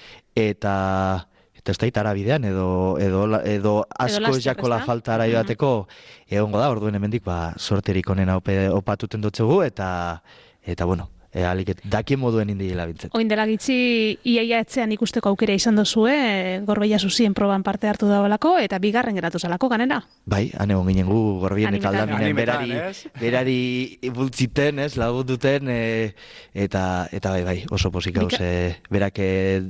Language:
Basque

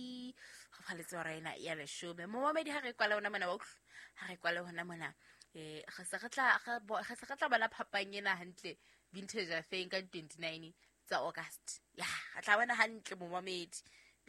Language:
Southern Sotho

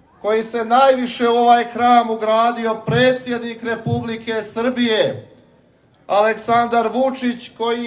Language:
Serbian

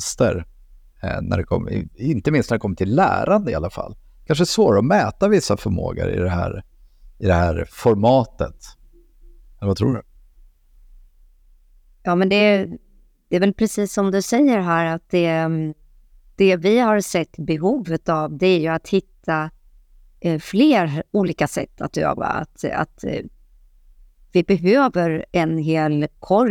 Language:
Swedish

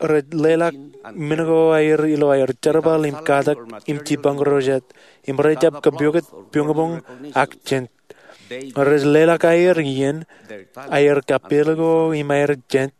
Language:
Marshallese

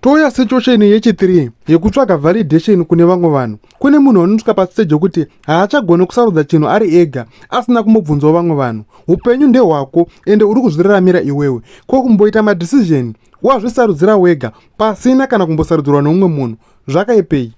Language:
Shona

